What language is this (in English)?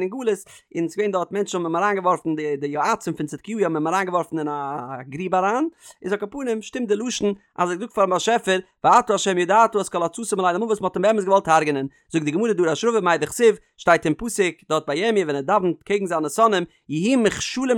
Yiddish